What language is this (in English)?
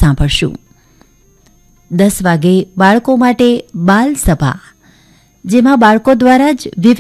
Gujarati